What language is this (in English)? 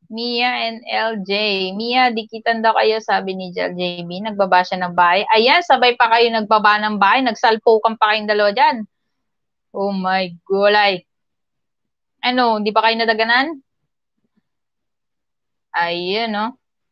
Filipino